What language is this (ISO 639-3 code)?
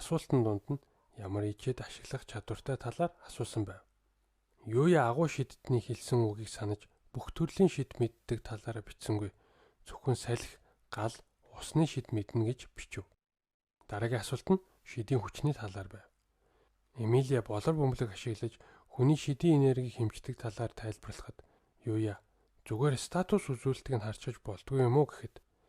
mon